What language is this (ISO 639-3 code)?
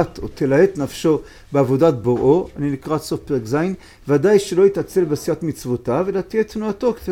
heb